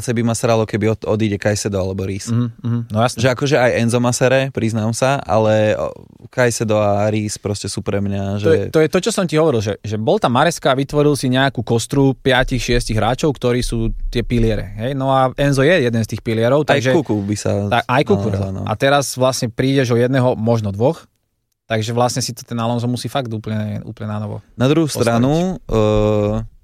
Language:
Slovak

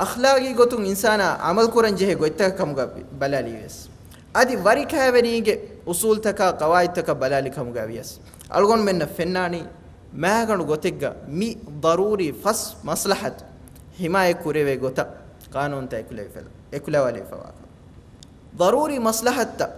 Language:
Divehi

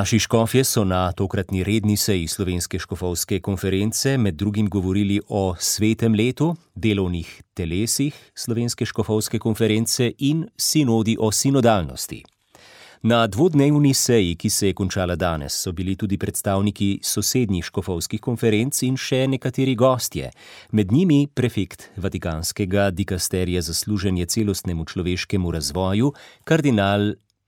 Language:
Slovenian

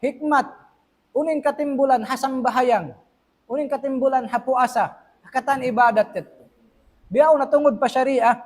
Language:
Tausug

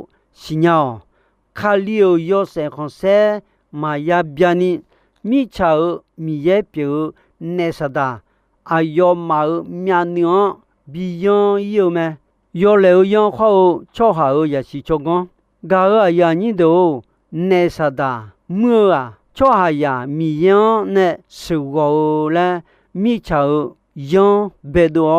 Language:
Akha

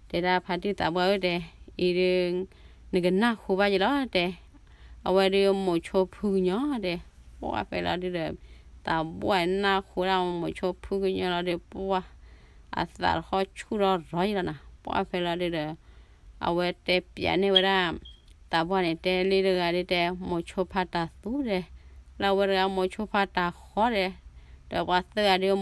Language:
S'gaw Karen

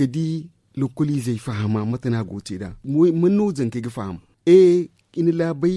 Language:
Zarma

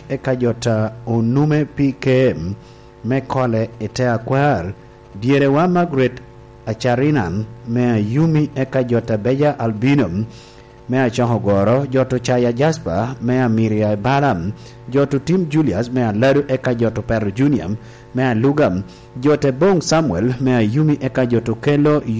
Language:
Lango (Uganda)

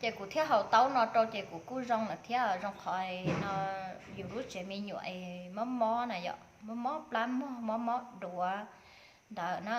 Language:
Hmong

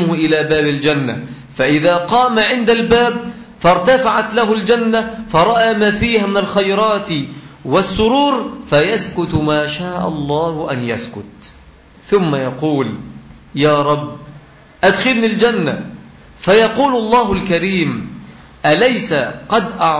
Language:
Arabic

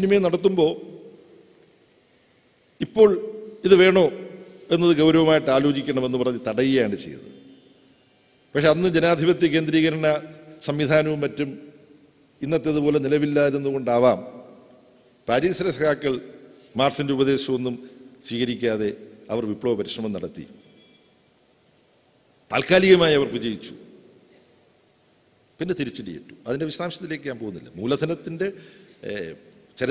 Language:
Malayalam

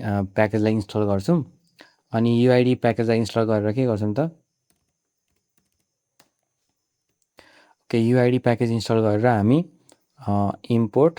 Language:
Nepali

